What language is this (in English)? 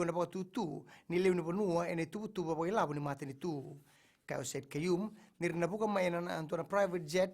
Fijian